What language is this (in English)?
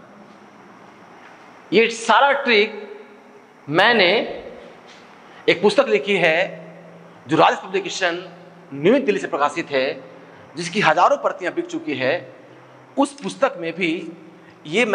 Hindi